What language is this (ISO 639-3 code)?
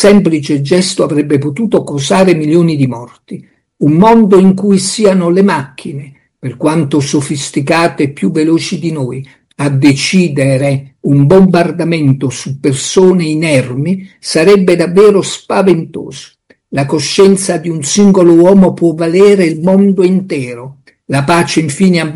ita